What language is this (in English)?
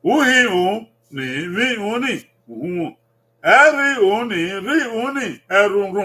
Bini